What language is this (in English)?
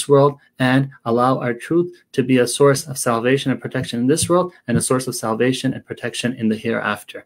English